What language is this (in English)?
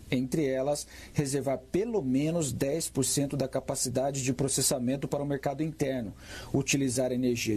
Portuguese